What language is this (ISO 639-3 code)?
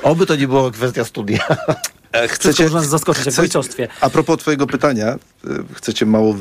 pol